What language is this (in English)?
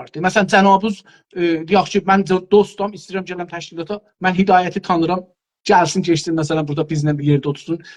South Azerbaijani